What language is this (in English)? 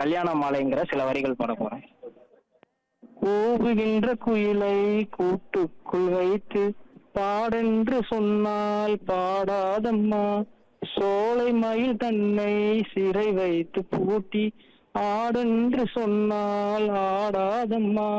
Tamil